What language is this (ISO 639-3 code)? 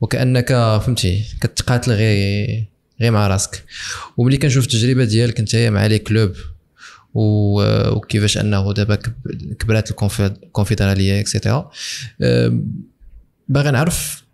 ary